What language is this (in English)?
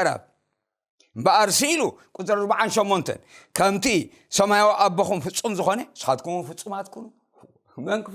Tigrinya